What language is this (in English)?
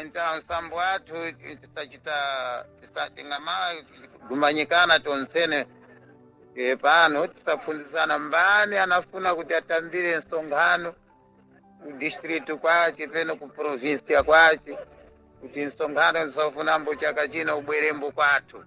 Sena